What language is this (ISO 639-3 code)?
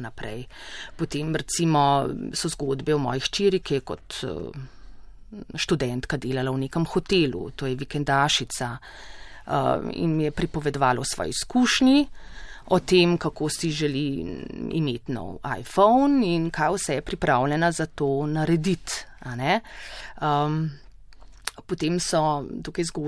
slv